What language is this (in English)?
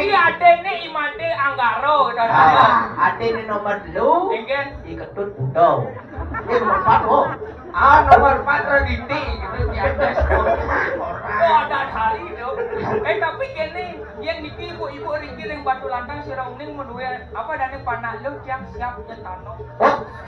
Balinese